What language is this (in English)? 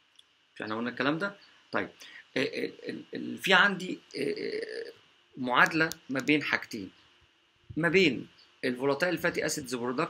Egyptian Arabic